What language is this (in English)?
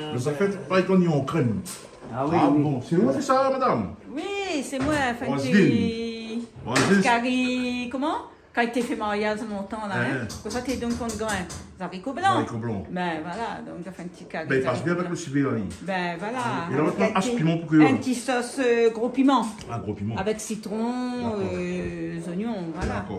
Réunion Creole French